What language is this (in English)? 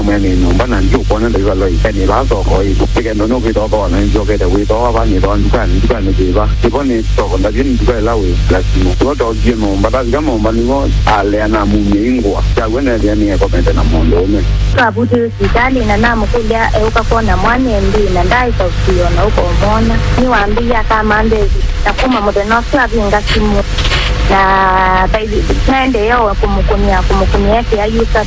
Kamba